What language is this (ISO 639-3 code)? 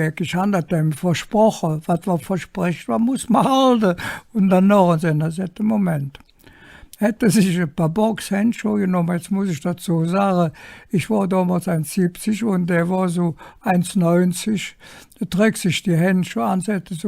ksh